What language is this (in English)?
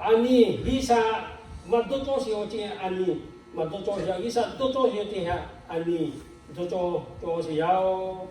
Lahu